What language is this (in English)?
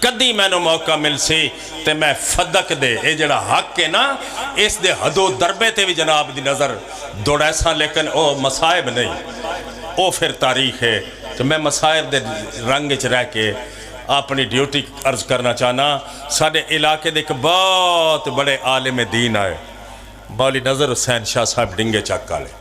Pahari-Potwari